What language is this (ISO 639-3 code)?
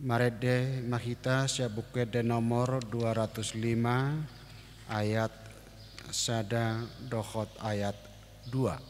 bbc